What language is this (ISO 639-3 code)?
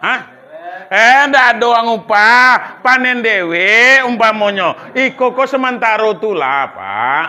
min